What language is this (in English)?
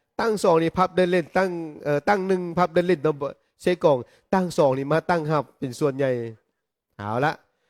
Lao